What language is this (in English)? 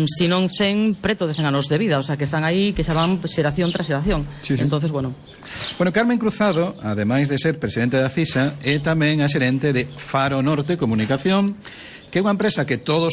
Galician